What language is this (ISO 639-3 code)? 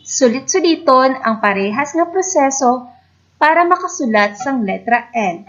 hil